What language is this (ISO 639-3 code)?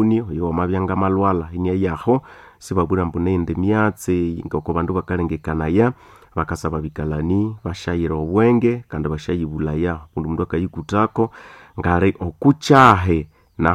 nnb